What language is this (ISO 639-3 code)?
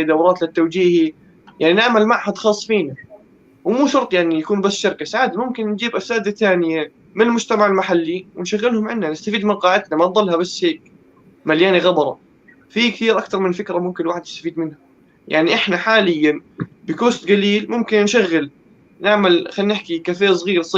apc